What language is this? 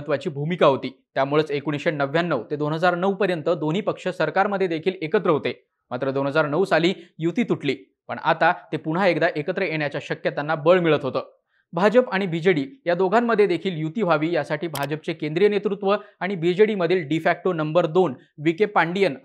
Marathi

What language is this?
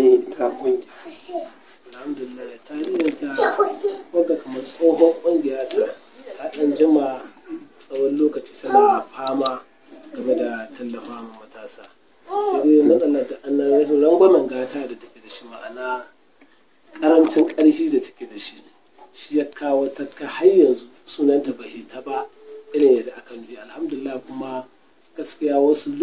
Hausa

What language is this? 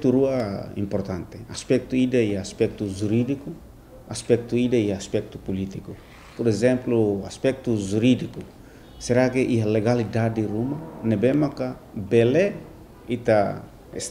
Tetum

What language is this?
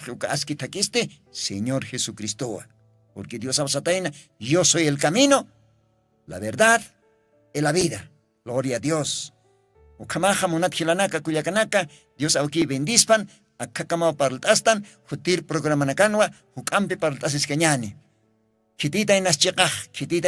Aymara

